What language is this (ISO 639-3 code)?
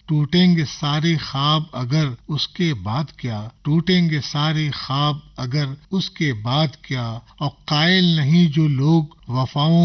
urd